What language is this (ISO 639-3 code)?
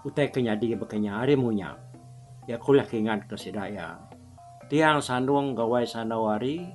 iba